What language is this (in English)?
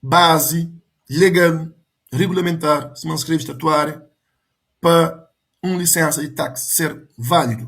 Kabuverdianu